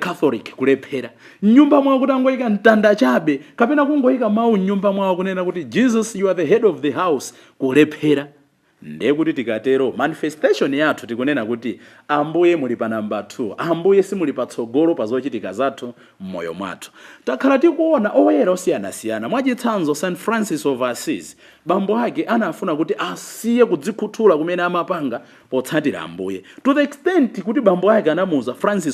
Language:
Nyanja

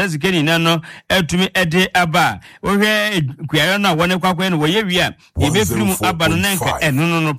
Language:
Akan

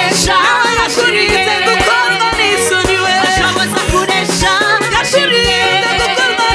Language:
Kinyarwanda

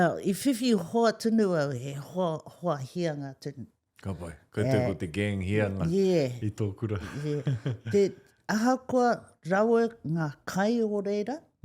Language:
Māori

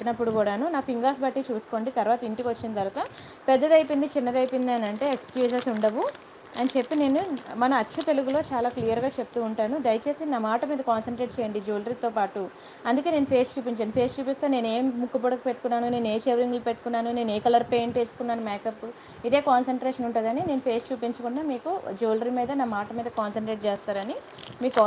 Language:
Telugu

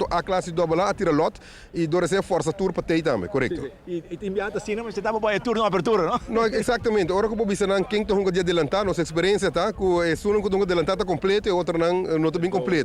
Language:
Papiamento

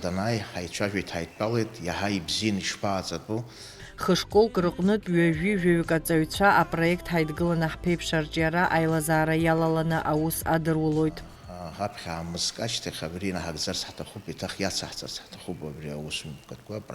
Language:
Abkhazian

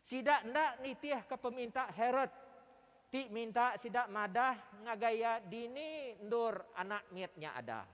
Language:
Iban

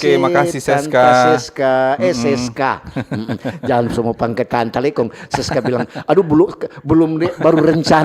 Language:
Manado Malay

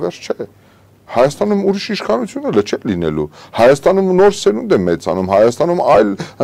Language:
Armenian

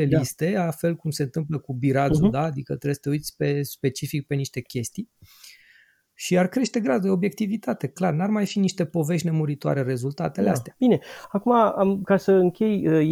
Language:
Romanian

